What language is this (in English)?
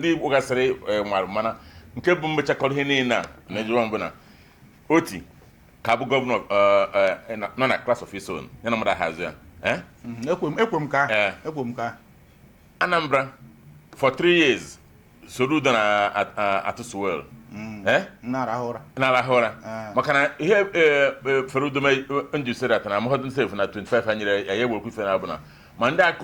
Igbo